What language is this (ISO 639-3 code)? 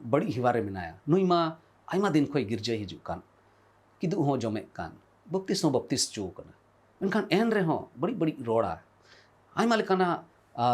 sat